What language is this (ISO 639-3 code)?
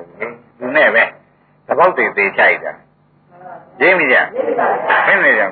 mya